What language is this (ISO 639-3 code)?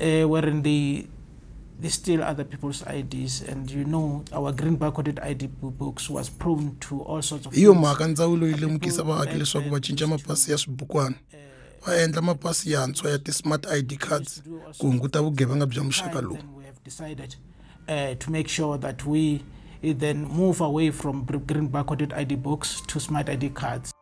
tso